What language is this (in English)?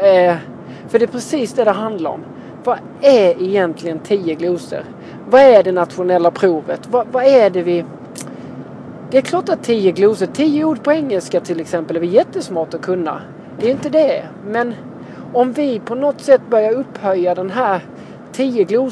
Swedish